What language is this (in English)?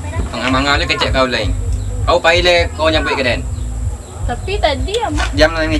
Minangkabau